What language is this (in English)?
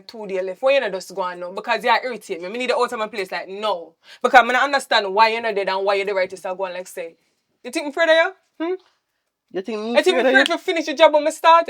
Jamaican Creole English